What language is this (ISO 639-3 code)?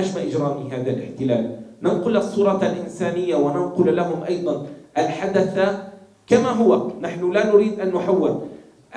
ara